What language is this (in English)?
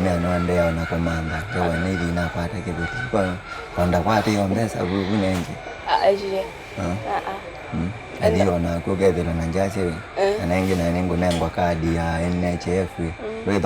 Kamba